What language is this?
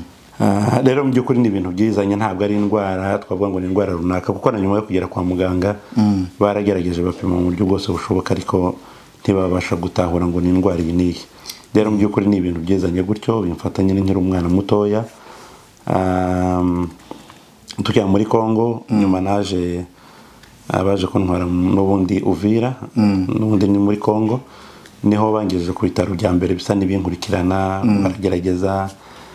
Kinyarwanda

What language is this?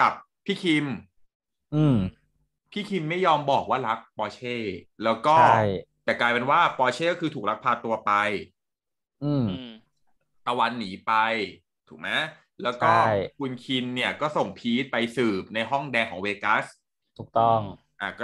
Thai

